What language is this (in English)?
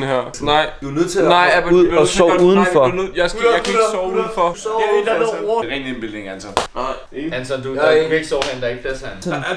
Danish